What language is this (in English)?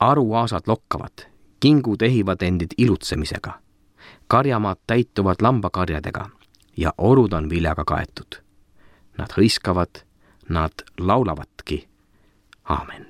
Estonian